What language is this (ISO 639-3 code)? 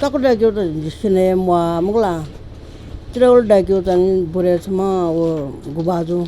new